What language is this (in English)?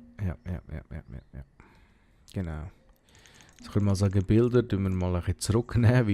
Swiss German